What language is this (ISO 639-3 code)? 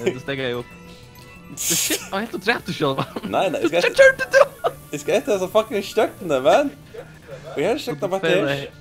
fao